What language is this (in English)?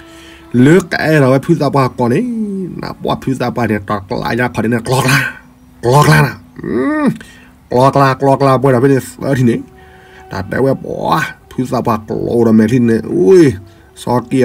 S'gaw Karen